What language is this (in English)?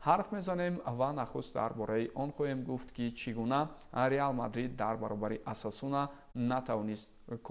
Tajik